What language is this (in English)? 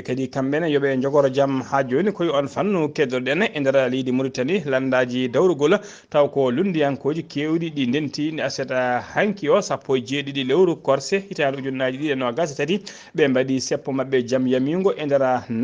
Fula